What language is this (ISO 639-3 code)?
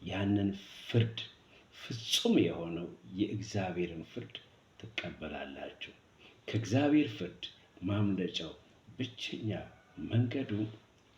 amh